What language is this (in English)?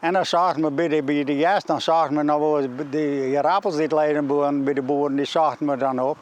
Western Frisian